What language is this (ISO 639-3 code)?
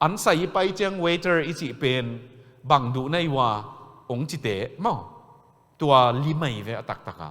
ctd